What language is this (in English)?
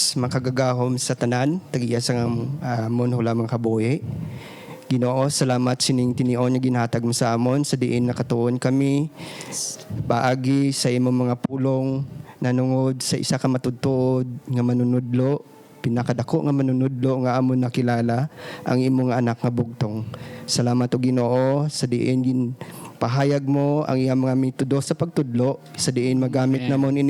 Hiligaynon